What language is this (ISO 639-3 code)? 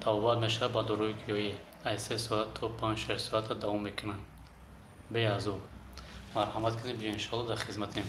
tgk